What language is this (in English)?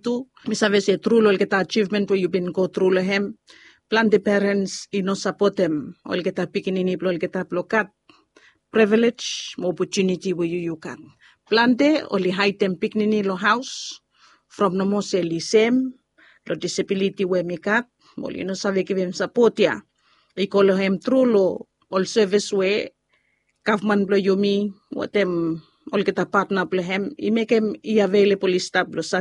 Bislama